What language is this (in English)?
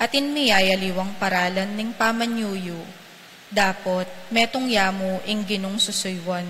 Pampanga